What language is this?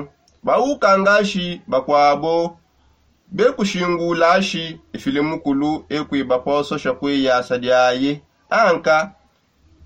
Songe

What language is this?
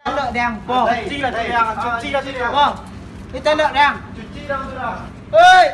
Minangkabau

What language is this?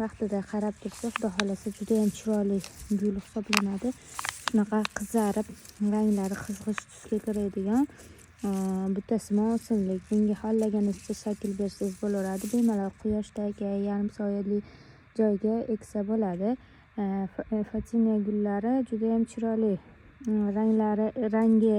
Uzbek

